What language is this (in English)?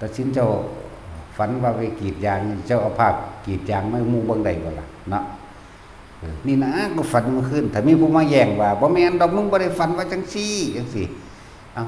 Northeastern Thai